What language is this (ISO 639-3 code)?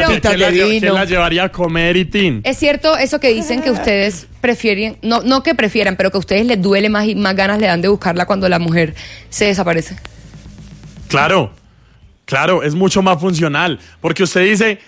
spa